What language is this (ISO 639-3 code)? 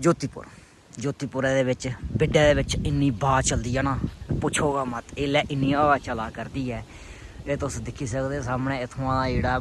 doi